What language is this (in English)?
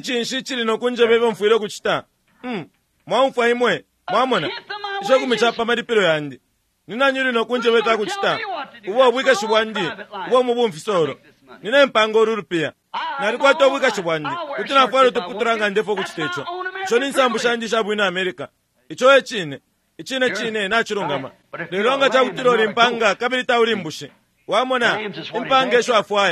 Bemba